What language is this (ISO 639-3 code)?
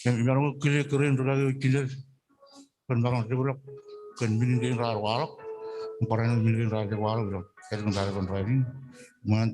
mah